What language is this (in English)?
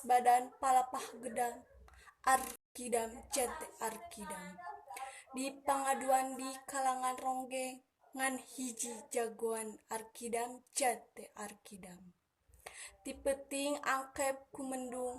Sundanese